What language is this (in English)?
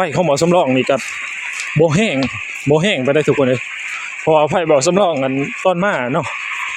Northeastern Thai